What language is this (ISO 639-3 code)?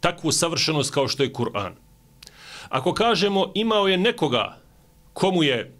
bos